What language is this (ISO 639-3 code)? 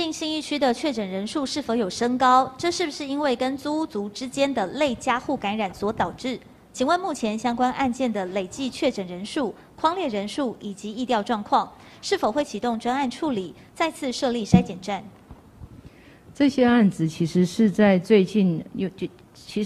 zho